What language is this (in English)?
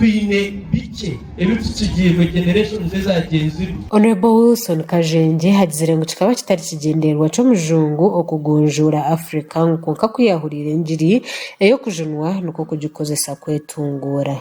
Nyankole